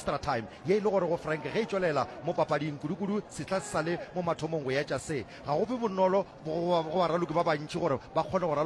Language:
Northern Sotho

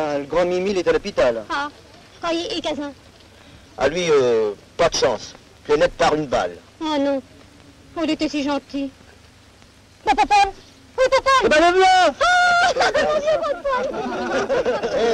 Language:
French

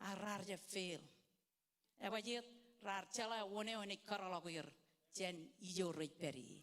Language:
Marshallese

